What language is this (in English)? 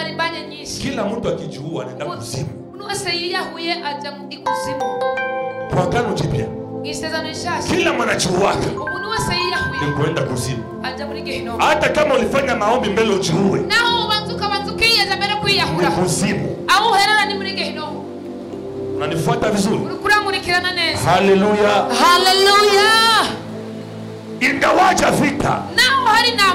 Kinyarwanda